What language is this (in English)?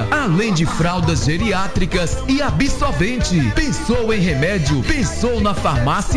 Portuguese